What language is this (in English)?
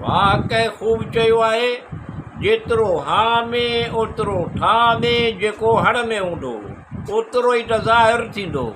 Sindhi